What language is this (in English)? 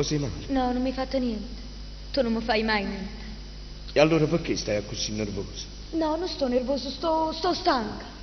Neapolitan